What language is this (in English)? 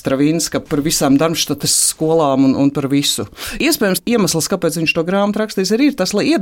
Latvian